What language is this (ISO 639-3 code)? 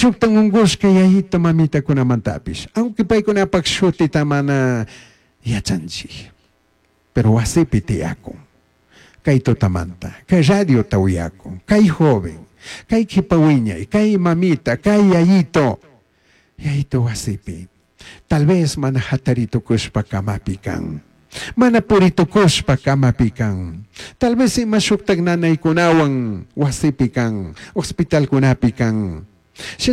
qug